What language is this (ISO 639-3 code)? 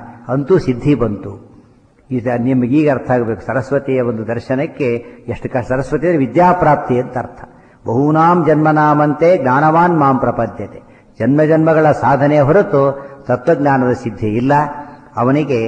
kan